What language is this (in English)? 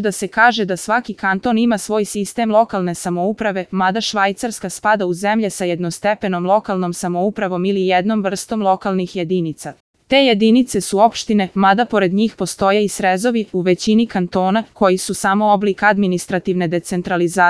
Serbian